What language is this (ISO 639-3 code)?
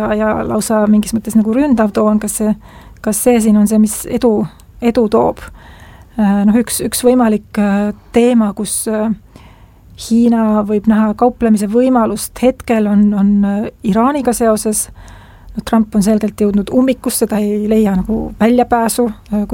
est